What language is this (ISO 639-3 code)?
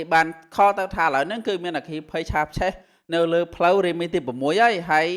khm